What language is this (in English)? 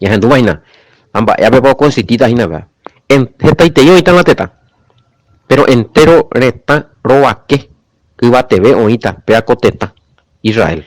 Guarani